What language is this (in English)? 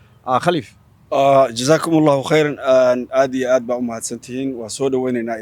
Somali